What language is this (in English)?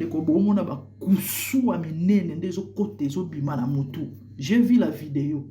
Lingala